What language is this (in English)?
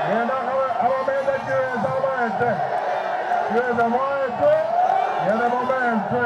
Gusii